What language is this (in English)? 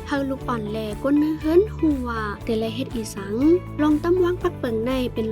Shan